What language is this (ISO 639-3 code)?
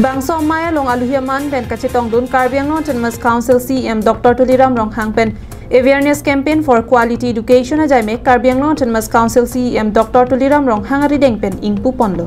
mjw